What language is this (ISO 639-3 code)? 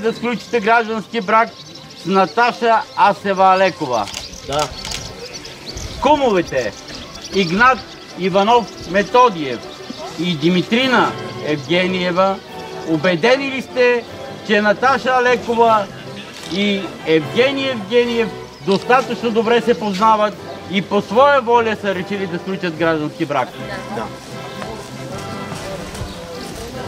bul